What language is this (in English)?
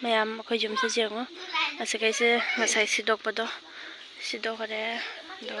Manipuri